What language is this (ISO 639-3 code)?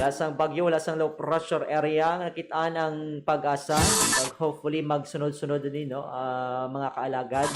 hil